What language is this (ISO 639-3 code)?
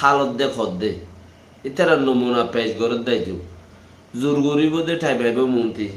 rhg